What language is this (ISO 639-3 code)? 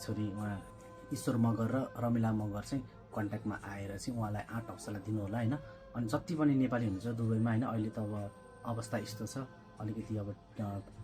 nep